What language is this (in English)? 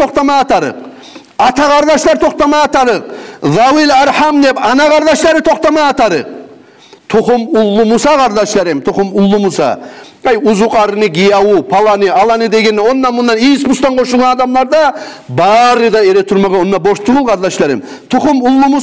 Kumyk